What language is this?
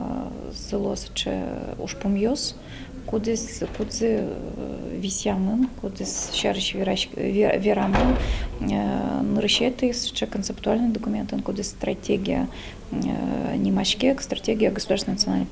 Udmurt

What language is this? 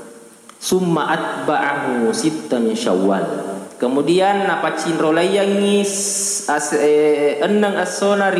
Buginese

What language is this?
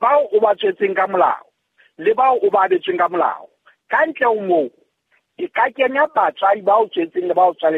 Southern Sotho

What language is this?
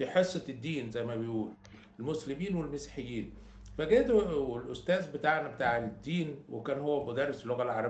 Egyptian Arabic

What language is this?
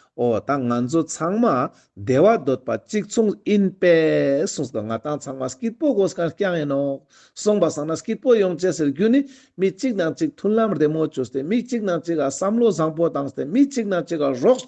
Ladakhi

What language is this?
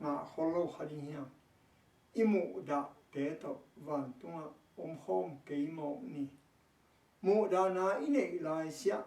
Tedim Chin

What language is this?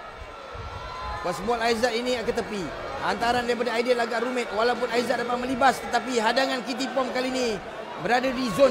Malay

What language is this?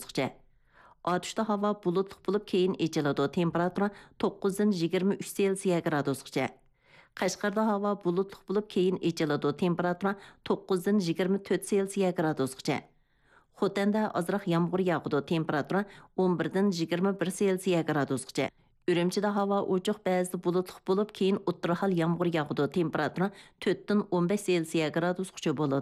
Uyghur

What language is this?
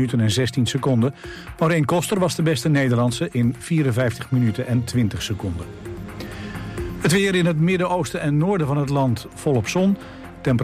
Dutch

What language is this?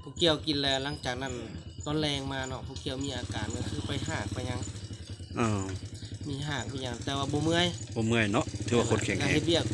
Lao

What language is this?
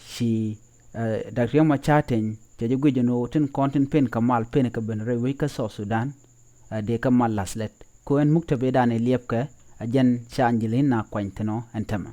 Nuer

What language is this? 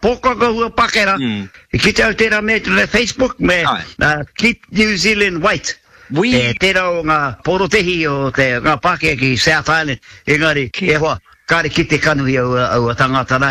Māori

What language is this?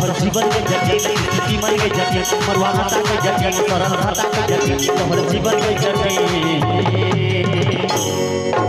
Maithili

